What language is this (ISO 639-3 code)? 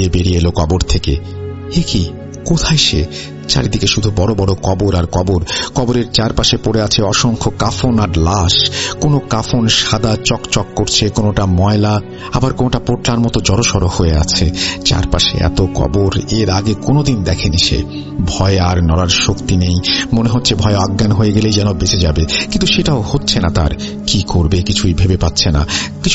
ben